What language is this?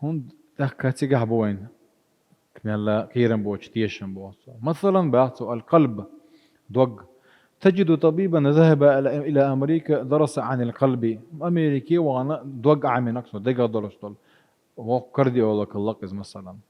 Chechen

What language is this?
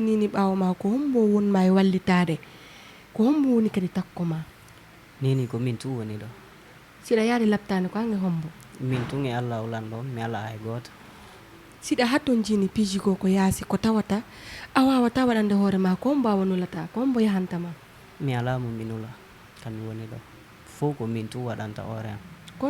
Fula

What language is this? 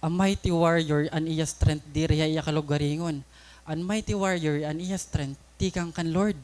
Waray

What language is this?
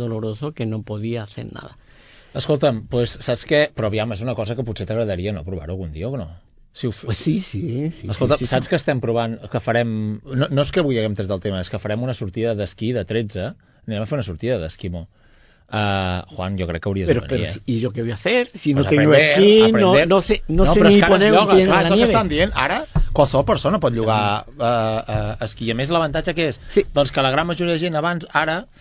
Catalan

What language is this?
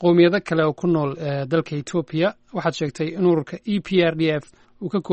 Somali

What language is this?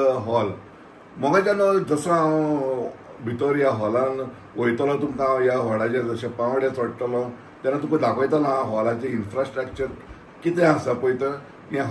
Konkani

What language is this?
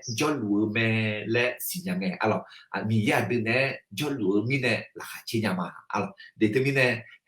Akha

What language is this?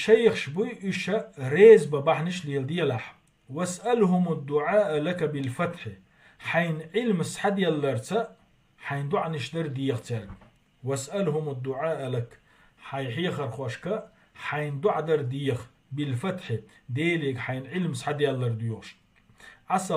Chechen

